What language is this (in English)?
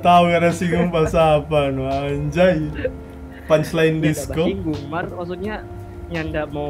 Manado Malay